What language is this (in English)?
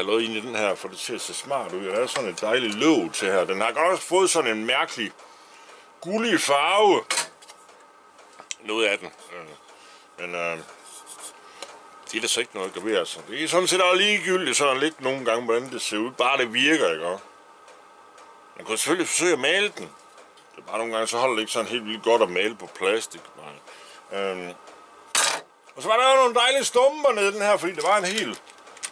Danish